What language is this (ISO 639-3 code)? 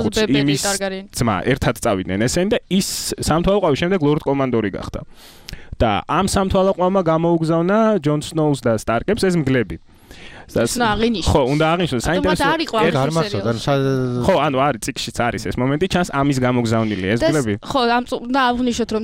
kat